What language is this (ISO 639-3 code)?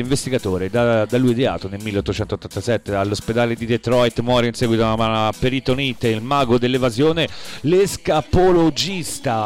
ita